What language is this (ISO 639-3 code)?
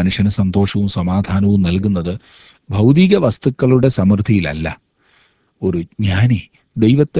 mal